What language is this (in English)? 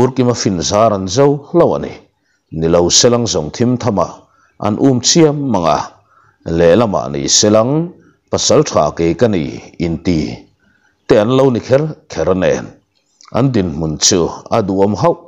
Mizo